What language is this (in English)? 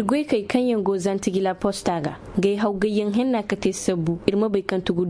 Zarma